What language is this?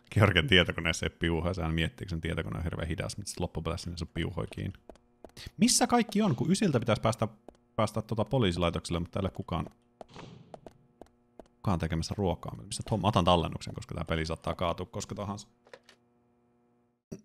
Finnish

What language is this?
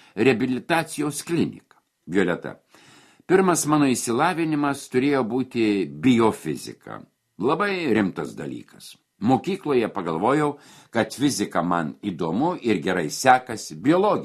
Lithuanian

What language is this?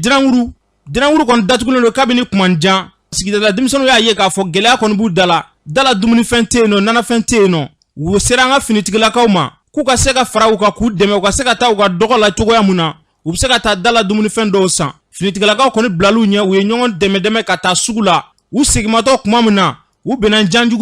Bambara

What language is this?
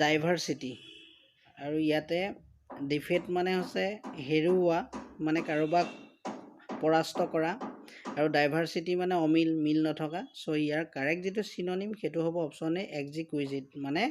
Assamese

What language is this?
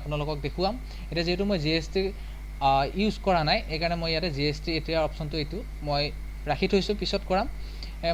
Assamese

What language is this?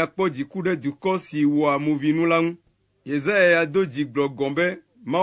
Ewe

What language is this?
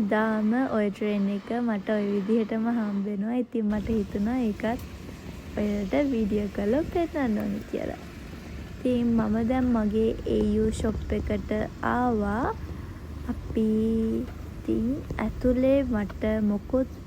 Sinhala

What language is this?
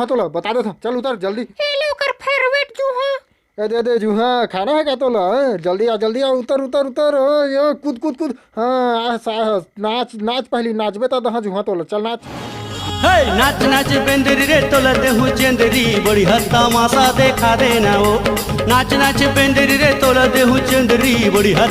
Chhattisgarhi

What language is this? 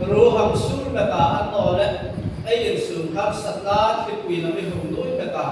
Hmar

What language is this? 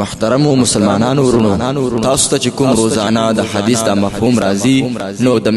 Pashto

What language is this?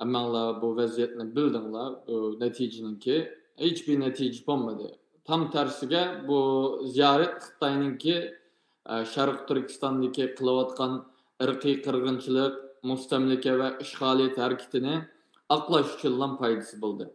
Uyghur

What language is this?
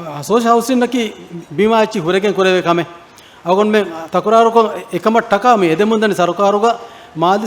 Divehi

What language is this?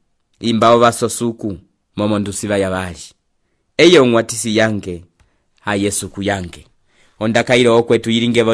Umbundu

